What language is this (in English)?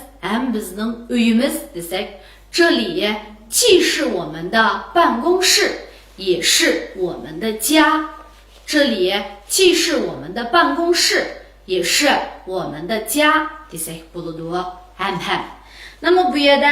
Uyghur